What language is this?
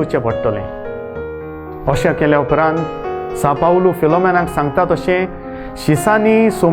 Konkani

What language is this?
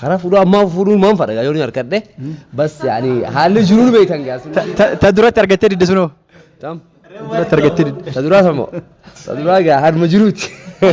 Oromo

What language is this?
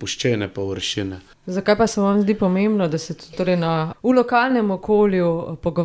Slovenian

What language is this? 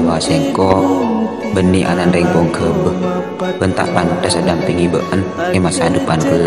Madurese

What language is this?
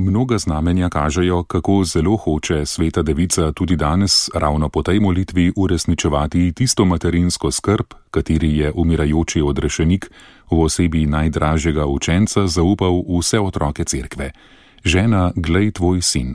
Slovenian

